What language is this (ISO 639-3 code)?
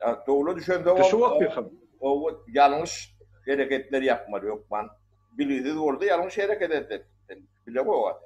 tuk